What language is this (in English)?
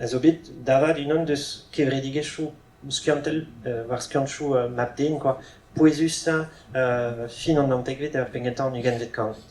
Breton